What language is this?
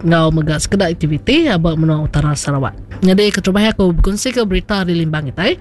Iban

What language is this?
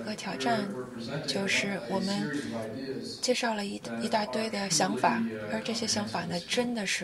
Chinese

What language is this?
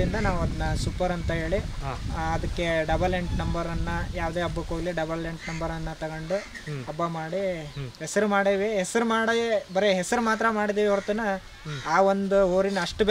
Kannada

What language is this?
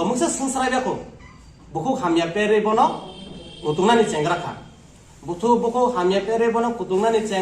Kok Borok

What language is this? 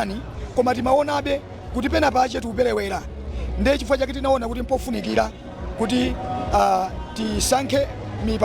Nyanja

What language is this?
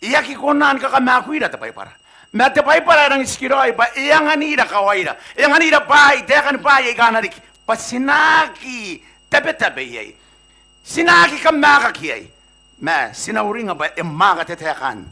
Gilbertese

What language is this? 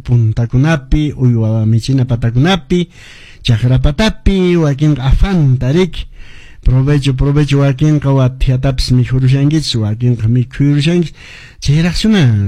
Quechua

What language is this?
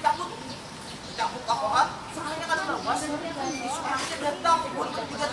Banjar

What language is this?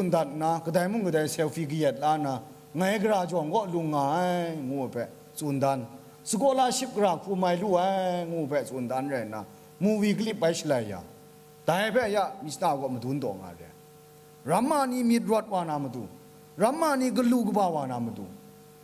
Kachin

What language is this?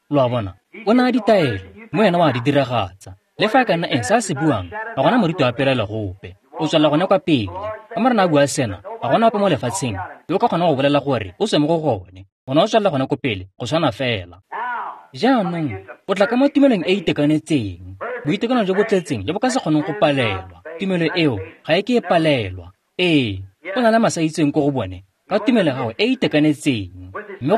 Tswana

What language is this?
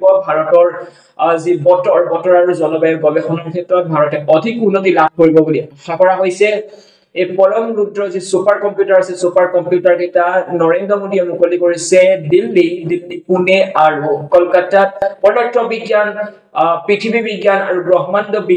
Assamese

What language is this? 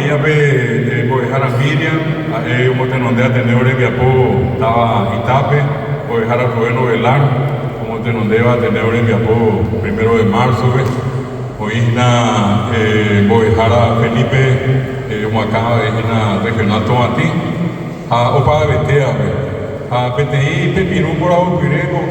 Guarani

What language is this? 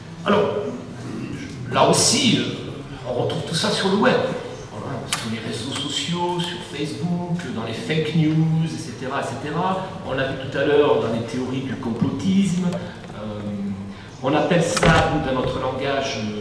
French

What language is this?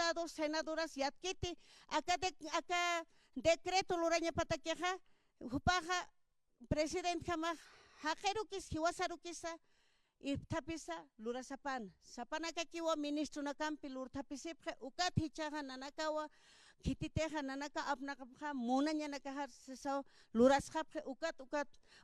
Aymara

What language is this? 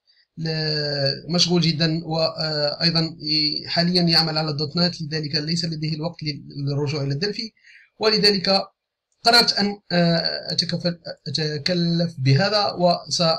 Arabic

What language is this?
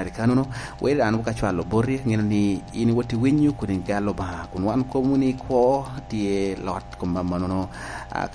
Lango (Uganda)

